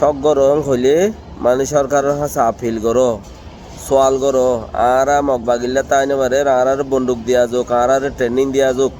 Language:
Rohingya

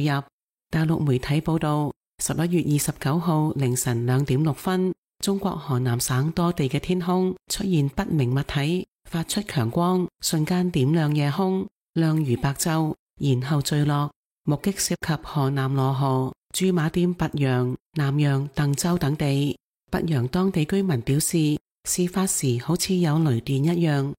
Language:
Cantonese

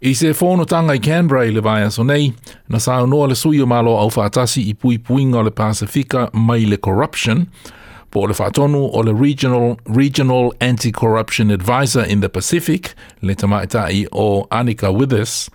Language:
Samoan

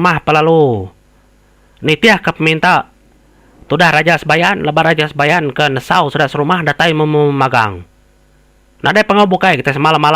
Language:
Iban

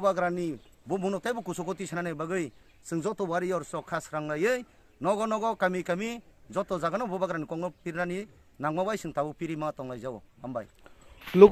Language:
Kok Borok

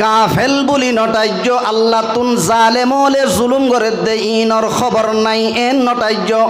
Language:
Rohingya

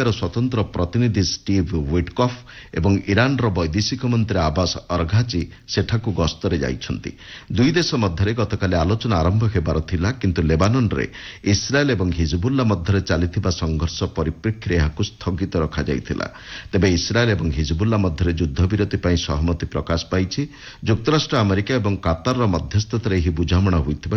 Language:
Odia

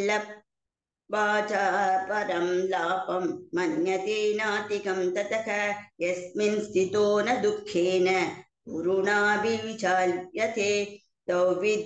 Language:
Sanskrit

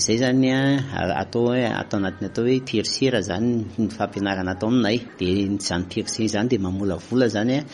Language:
Malagasy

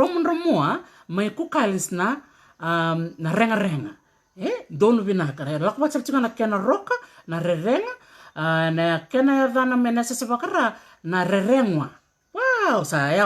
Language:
Fijian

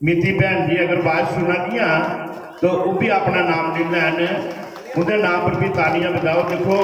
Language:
Dogri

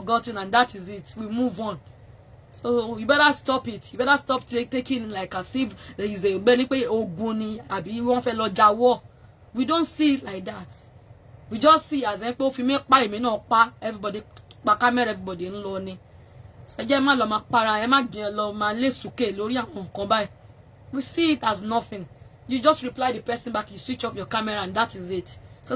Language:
Yoruba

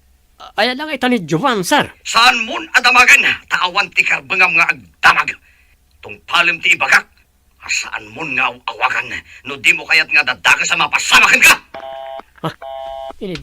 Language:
Iloko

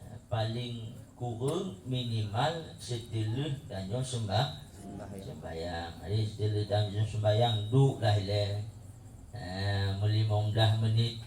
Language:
Achinese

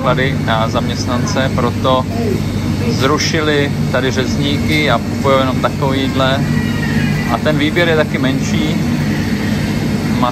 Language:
Czech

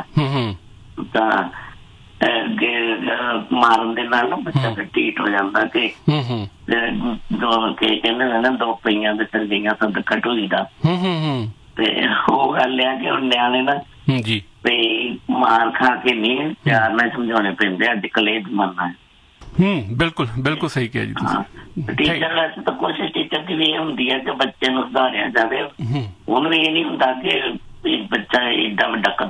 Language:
Punjabi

